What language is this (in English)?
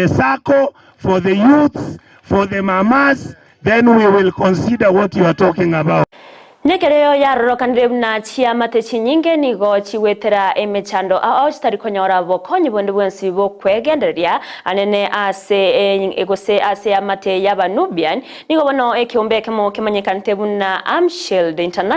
Gusii